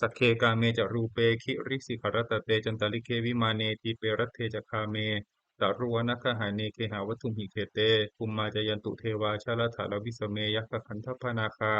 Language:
Pali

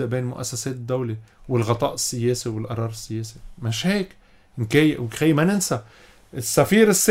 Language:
North Levantine Arabic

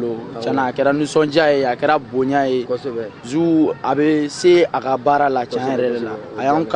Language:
Bambara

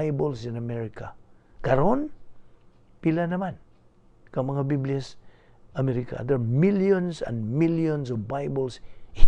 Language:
Cebuano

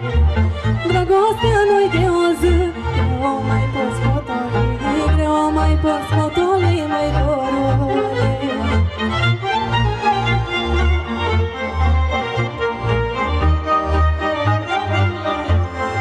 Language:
Romanian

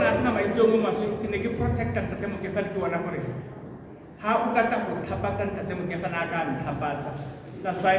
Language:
Tswana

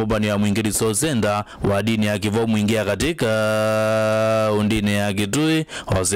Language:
Kamba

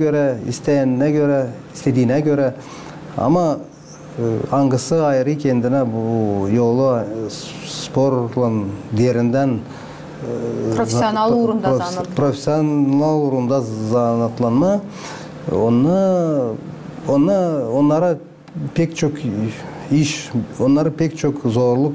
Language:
Gagauz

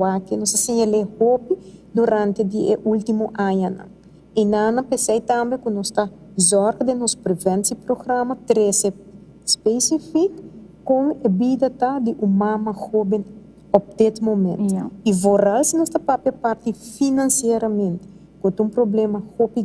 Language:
Papiamento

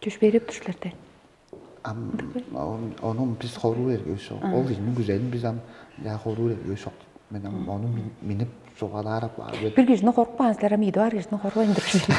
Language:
Tuvinian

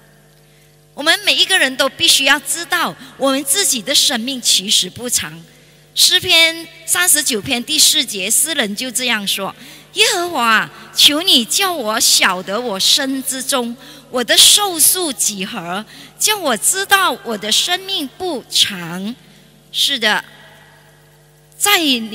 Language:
Chinese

